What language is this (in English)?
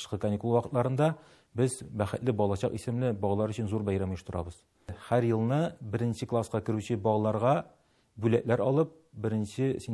Tatar